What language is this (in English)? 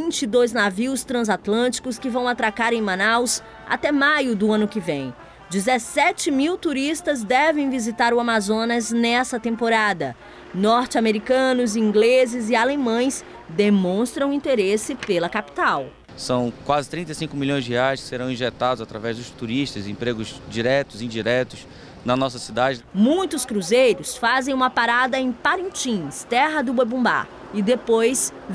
Portuguese